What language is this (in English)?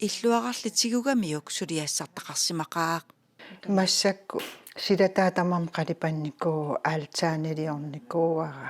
Kalaallisut